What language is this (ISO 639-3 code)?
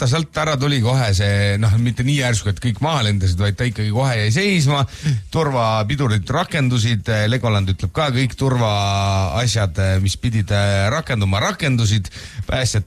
est